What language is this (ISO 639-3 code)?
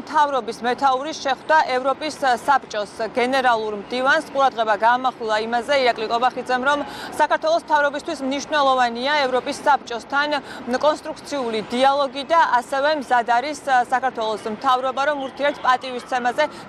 kat